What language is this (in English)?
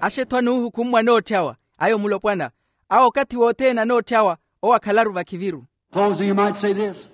Makhuwa